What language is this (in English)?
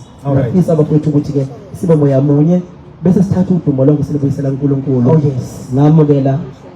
Zulu